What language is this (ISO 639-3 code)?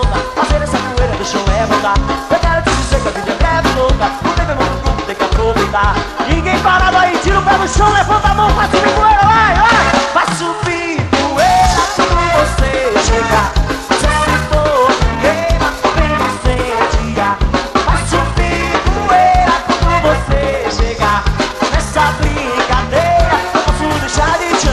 por